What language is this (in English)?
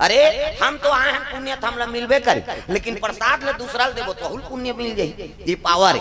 Chhattisgarhi